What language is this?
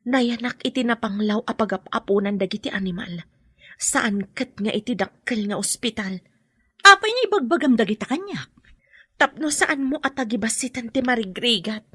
Iloko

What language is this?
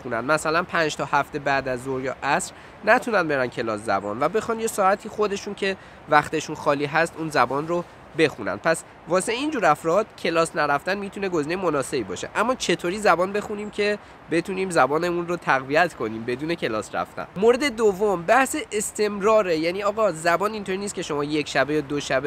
Persian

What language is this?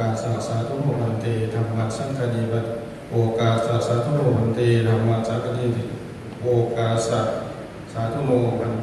Pali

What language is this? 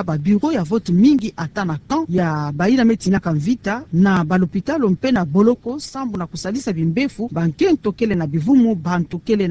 Kituba (Democratic Republic of Congo)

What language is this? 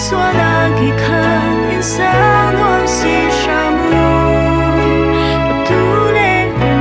Falam Chin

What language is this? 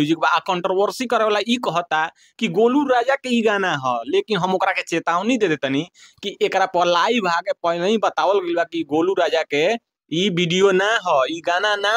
Bhojpuri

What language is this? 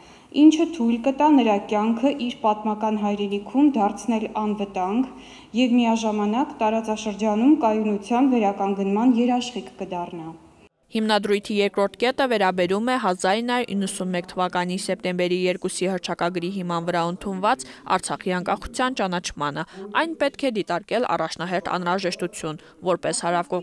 Armenian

